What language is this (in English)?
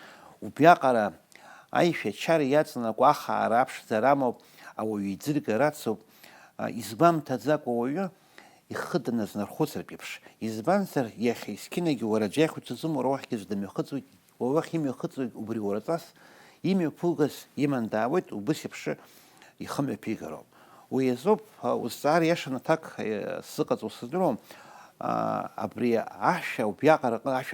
Abkhazian